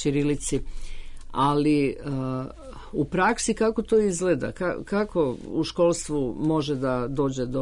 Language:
Serbian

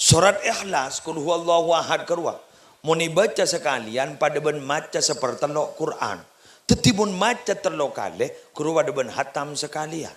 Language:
Madurese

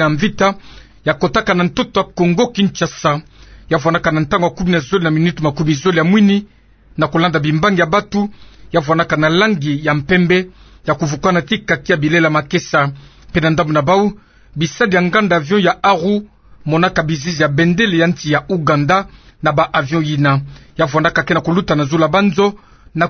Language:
Kituba (Democratic Republic of Congo)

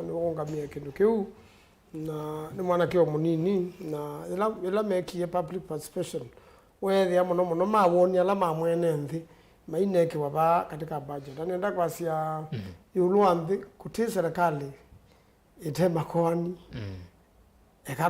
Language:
Kamba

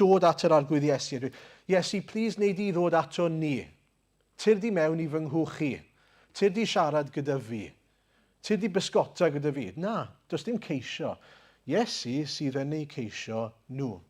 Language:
Welsh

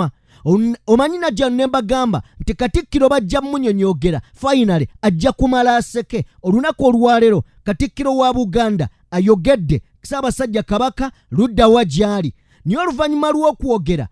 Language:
Ganda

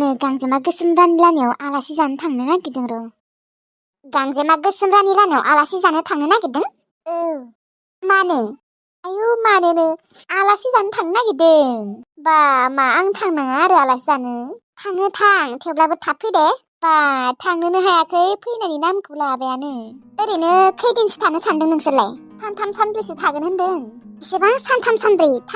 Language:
Bodo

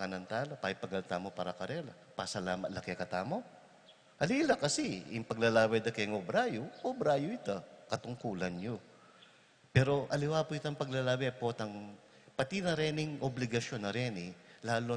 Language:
Pampanga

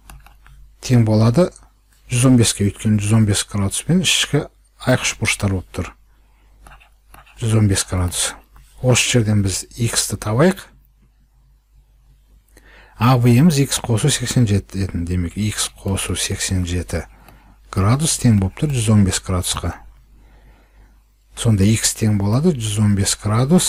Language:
Kazakh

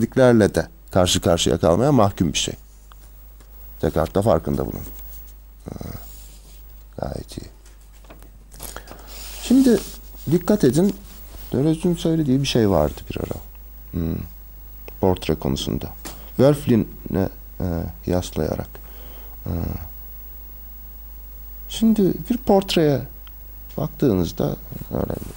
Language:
Turkish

